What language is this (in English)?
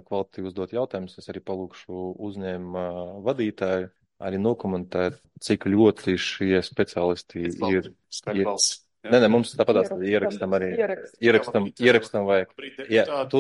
Latvian